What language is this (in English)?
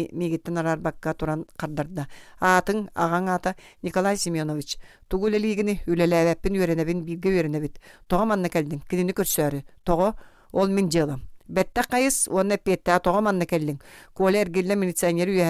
Yakut